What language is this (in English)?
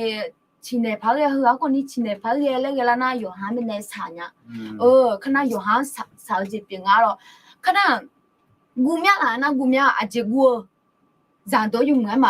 Akha